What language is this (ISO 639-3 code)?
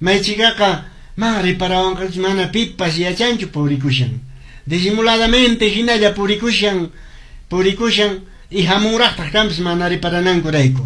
que